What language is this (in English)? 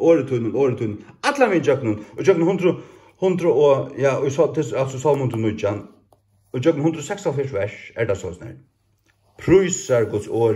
Faroese